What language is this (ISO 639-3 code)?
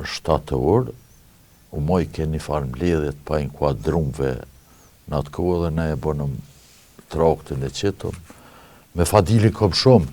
sqi